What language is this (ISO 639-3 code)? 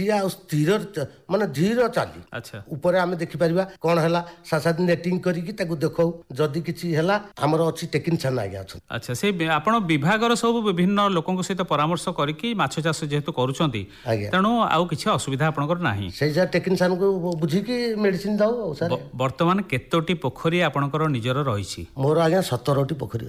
ori